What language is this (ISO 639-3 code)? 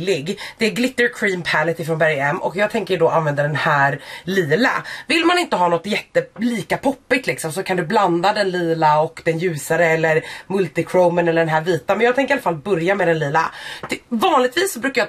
swe